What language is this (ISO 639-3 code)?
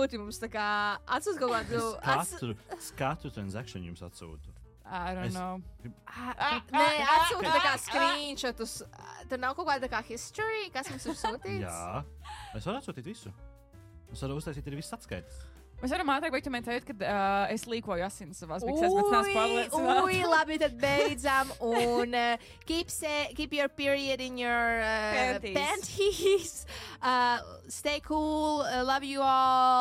lav